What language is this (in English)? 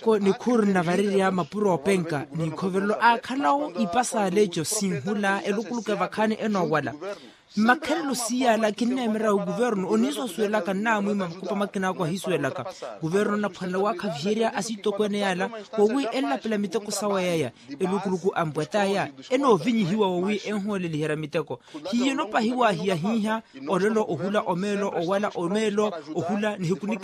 Makhuwa